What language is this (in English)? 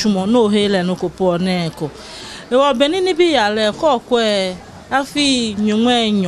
Ga